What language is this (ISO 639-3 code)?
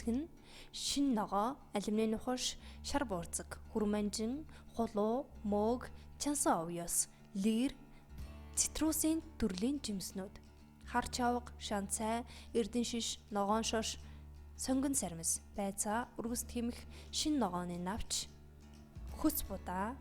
mon